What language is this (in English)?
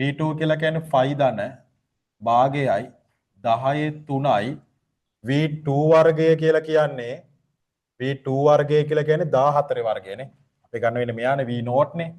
Sinhala